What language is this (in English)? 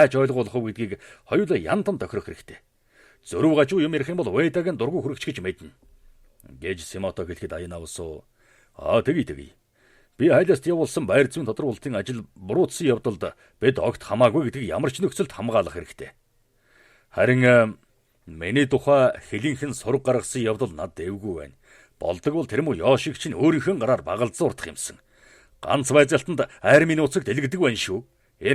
Mongolian